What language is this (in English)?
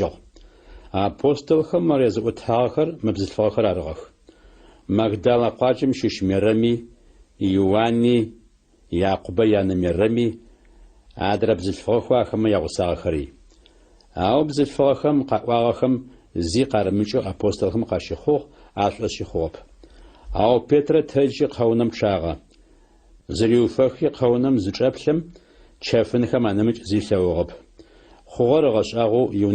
Adyghe